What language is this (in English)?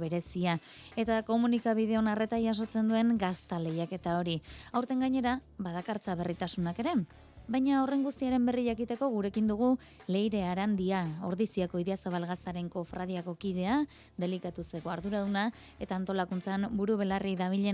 Basque